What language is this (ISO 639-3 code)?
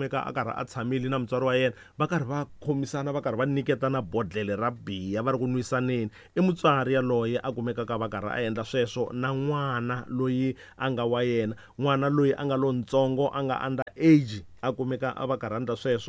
tso